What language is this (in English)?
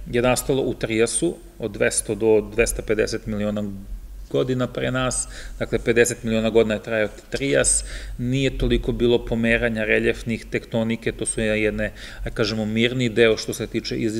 Serbian